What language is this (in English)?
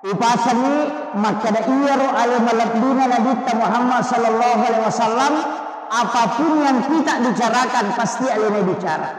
Buginese